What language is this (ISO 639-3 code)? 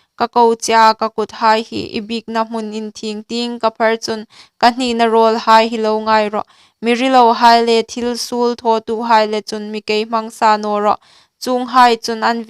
hmr